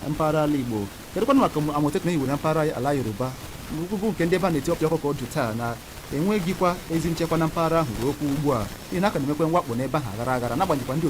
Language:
Igbo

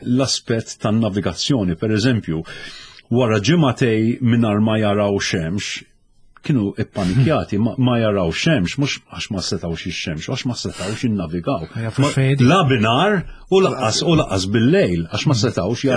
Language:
Maltese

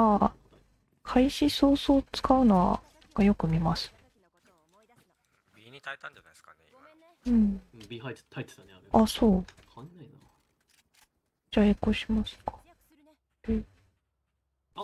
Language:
Japanese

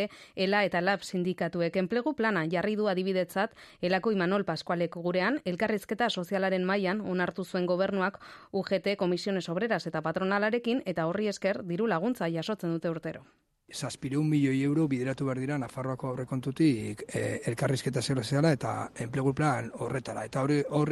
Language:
Basque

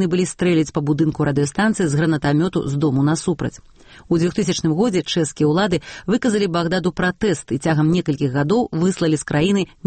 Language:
Belarusian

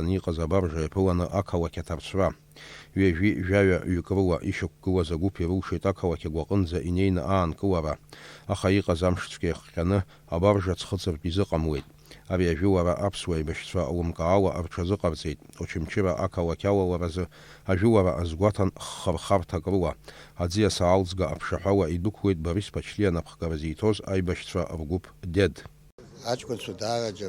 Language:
Abkhazian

